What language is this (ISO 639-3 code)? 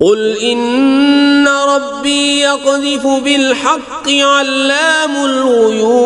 kas